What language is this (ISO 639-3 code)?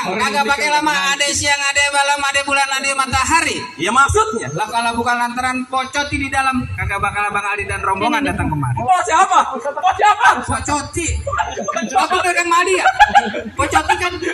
bew